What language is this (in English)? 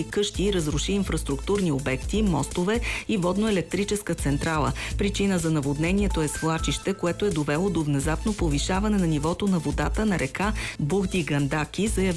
Bulgarian